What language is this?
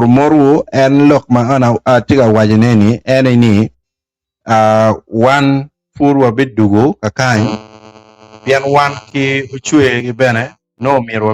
Acoli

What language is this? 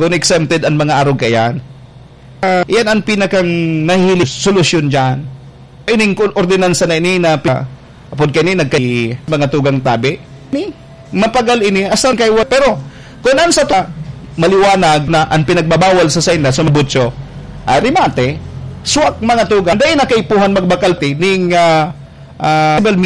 Bikol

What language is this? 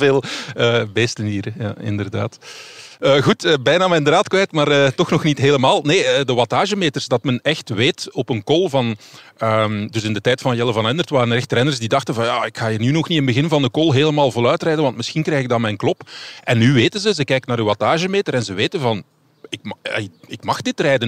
Dutch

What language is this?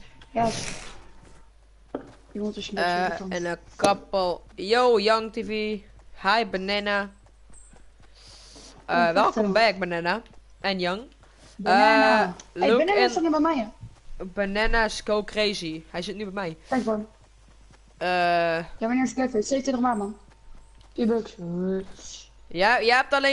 Dutch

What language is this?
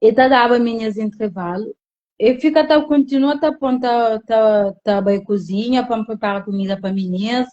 Kabuverdianu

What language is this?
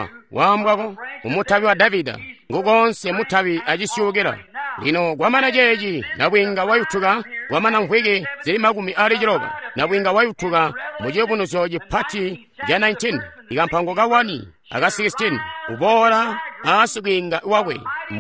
Tonga (Zambia)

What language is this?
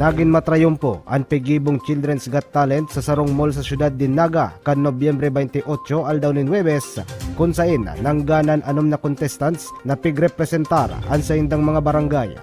Bikol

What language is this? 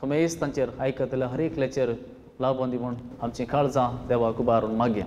Konkani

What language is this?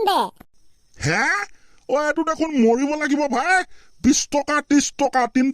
Assamese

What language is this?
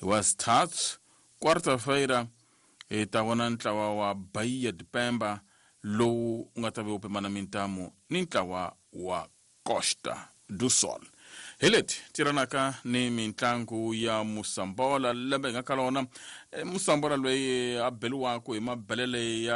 Tsonga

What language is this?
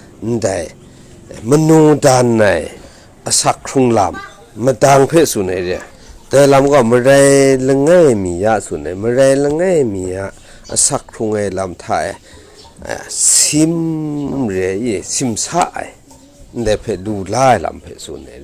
Kachin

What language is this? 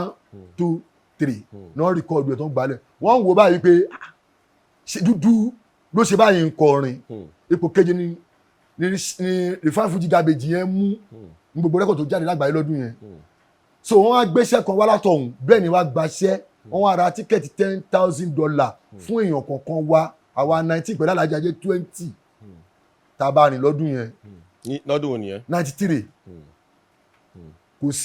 Yoruba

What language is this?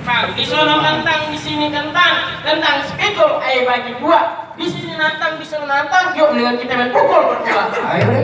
Betawi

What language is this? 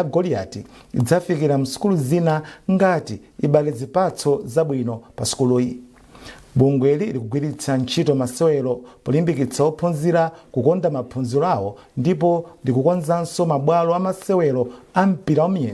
Nyanja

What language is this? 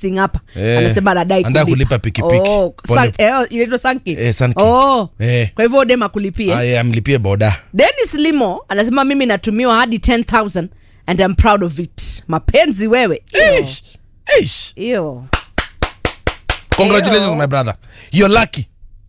Swahili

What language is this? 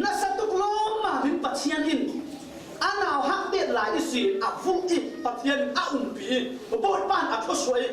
Falam Chin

